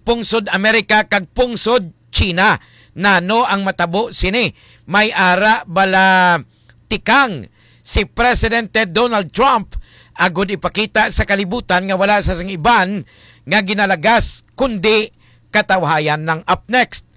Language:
Hiligaynon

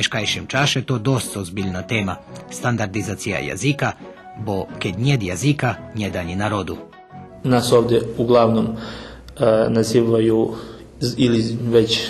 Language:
Rusyn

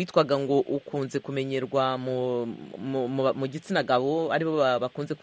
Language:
Kinyarwanda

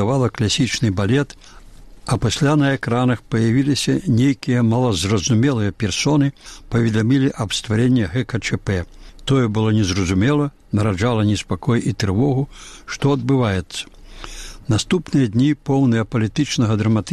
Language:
Belarusian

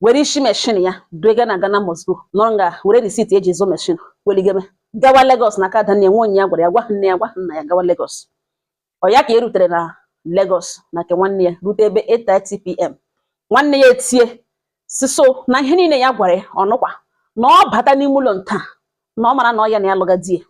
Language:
Igbo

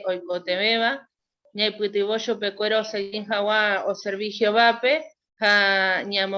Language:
Guarani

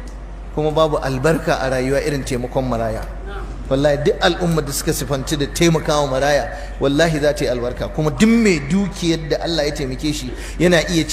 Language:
Hausa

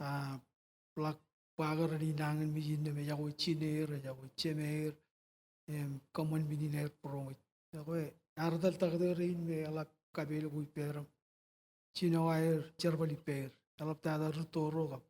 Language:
Marshallese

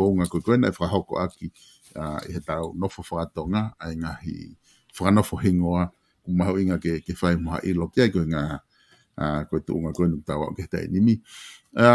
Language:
Tongan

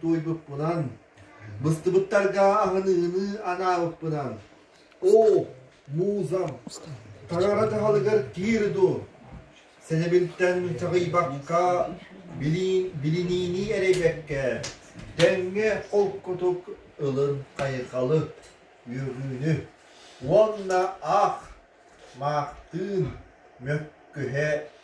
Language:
Yakut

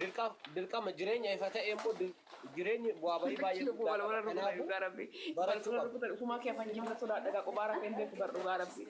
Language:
Oromo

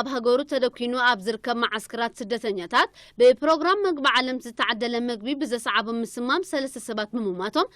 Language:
Tigrinya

